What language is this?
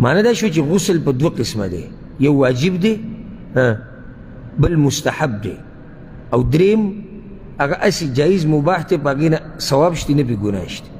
Pashto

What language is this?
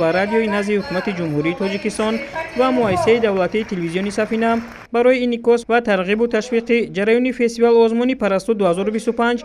Tajik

